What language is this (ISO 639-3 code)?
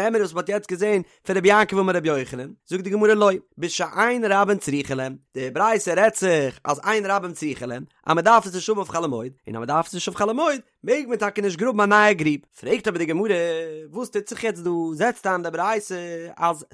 yid